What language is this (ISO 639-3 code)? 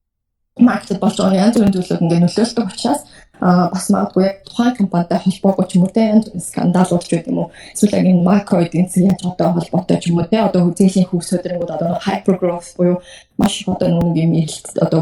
mon